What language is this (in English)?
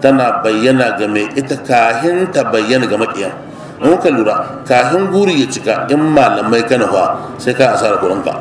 Hausa